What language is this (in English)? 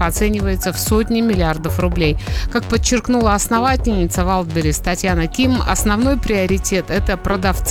Russian